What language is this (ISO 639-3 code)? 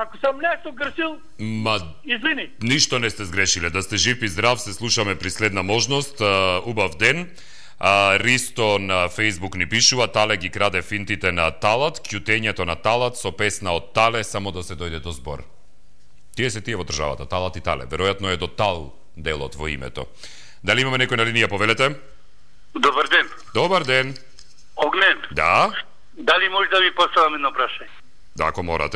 mkd